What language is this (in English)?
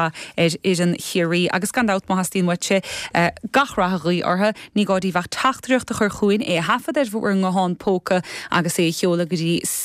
Irish